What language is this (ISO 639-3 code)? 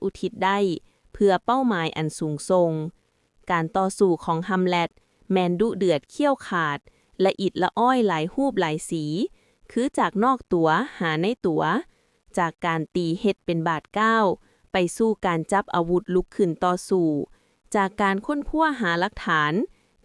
lao